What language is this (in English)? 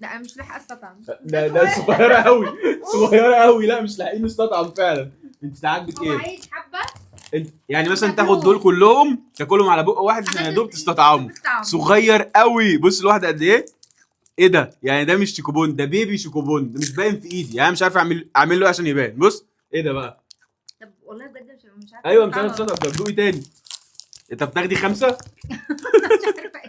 Egyptian Arabic